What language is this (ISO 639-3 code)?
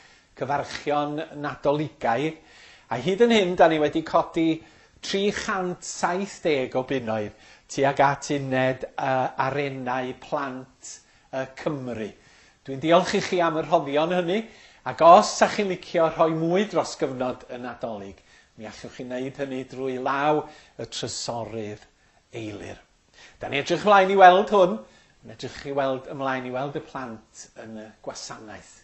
cym